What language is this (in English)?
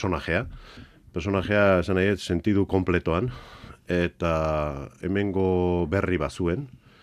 Basque